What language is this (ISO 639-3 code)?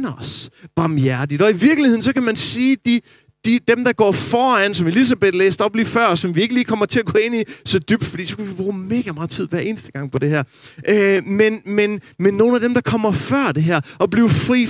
dan